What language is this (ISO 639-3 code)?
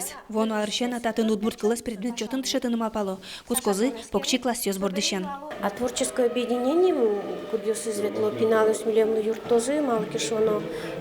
udm